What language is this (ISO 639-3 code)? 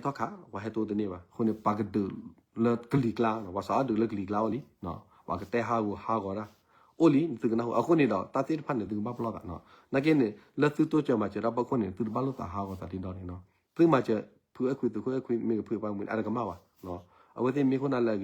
ksw